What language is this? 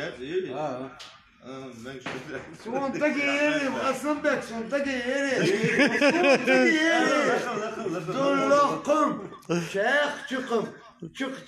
Chechen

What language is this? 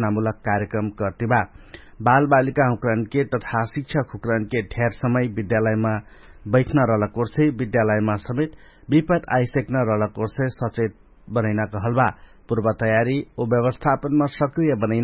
Dangaura Tharu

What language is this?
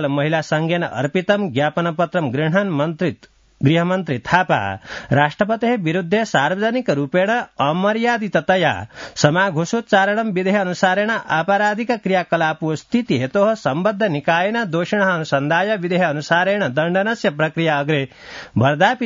Sanskrit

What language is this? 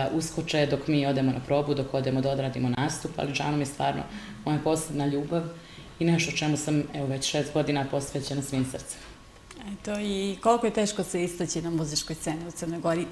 Bosnian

